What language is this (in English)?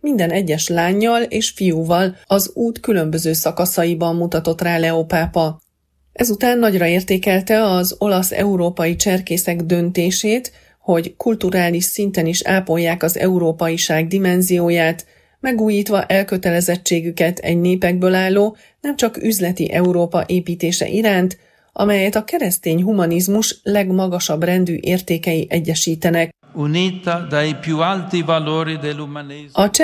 Hungarian